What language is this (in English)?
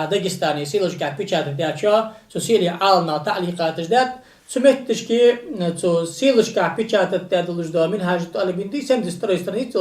Ingush